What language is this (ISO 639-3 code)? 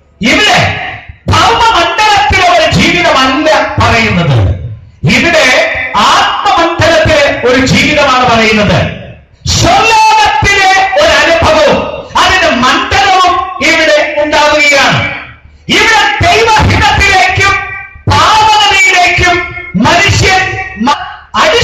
mal